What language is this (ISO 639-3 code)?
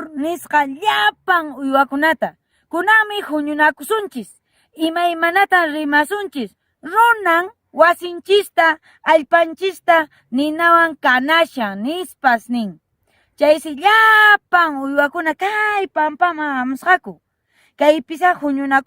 que